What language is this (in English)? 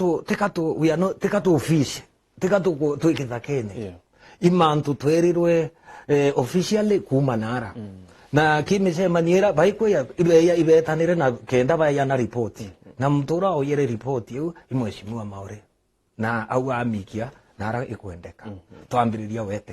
Meru